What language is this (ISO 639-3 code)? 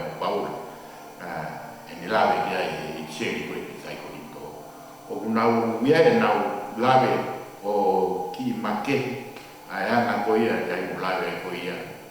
ton